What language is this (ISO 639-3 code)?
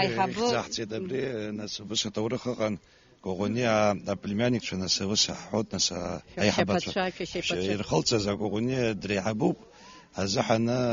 abk